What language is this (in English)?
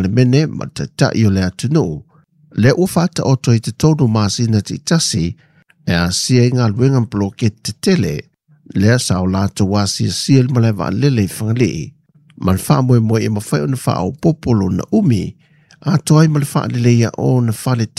Samoan